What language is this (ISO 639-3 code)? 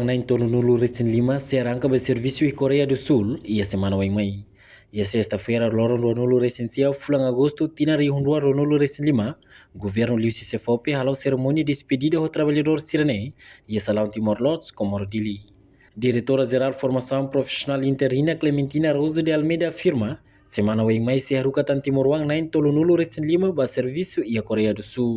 tet